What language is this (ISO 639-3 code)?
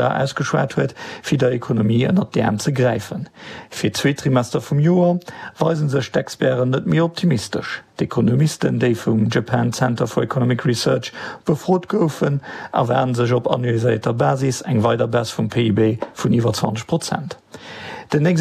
ltz